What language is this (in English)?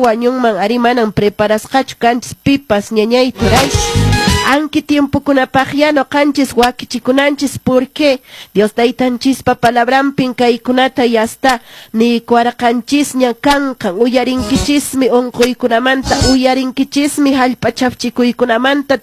Quechua